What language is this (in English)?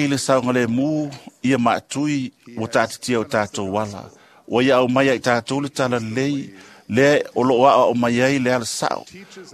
Samoan